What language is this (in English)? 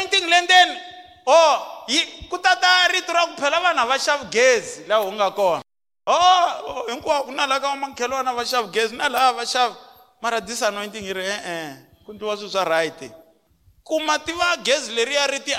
Tsonga